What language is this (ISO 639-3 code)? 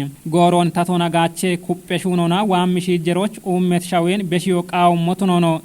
kbr